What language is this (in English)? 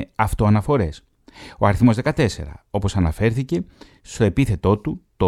Greek